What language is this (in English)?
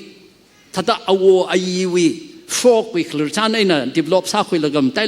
Tangkhul Naga (India)